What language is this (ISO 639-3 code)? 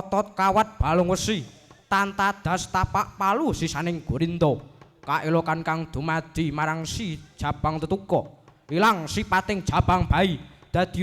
jav